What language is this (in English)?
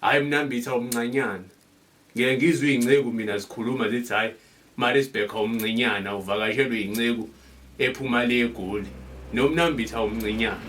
Zulu